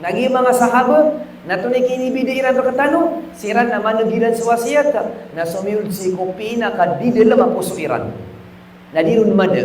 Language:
Maranao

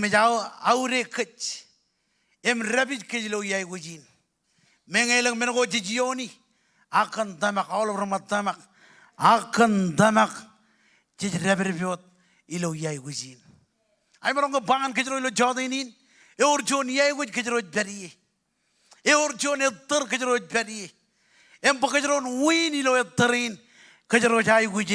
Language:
Marshallese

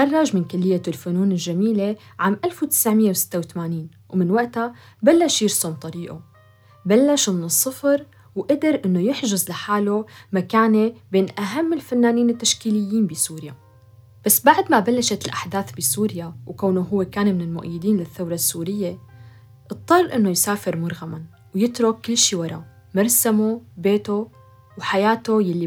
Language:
North Levantine Arabic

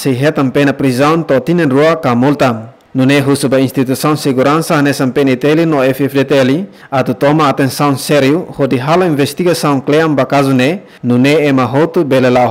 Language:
Tetum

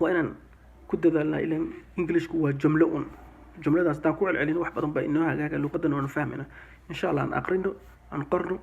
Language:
Somali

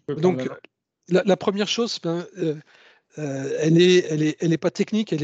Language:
French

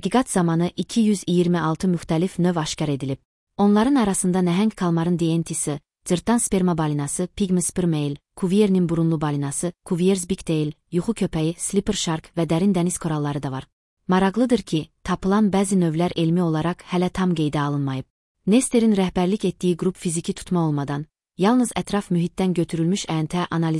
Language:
Azerbaijani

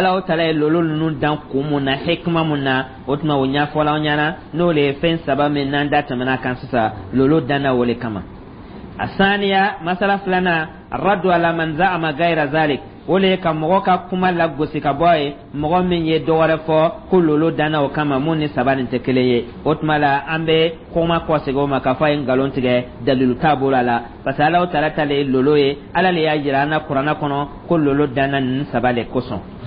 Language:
Dyula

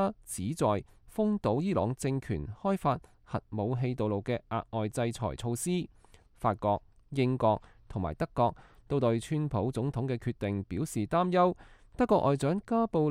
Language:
Cantonese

